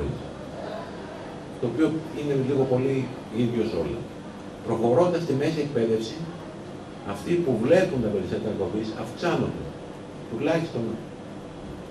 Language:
Greek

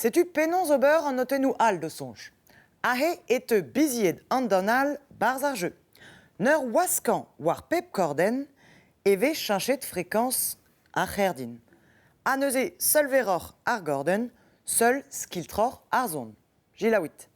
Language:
Breton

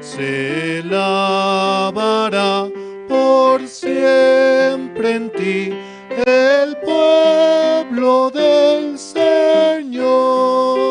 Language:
South Bolivian Quechua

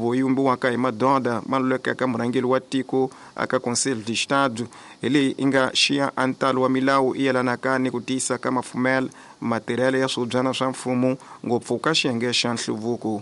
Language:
Tsonga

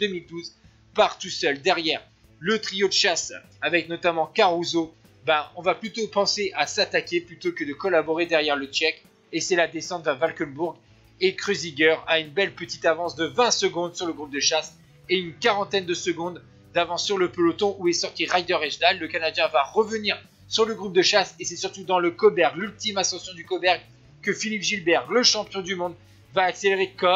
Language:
French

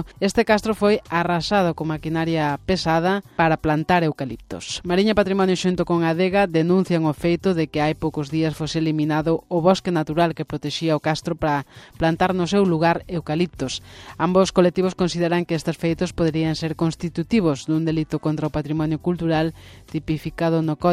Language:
Galician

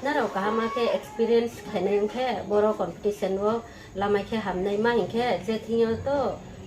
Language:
Riang (India)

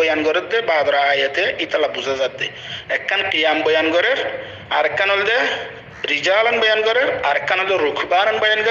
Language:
Rohingya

